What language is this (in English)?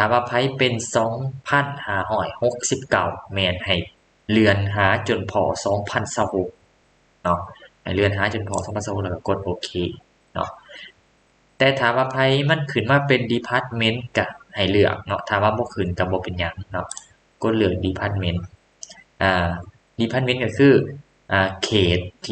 Lao